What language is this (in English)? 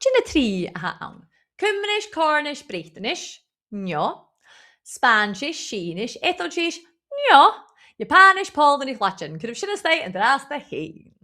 Scottish Gaelic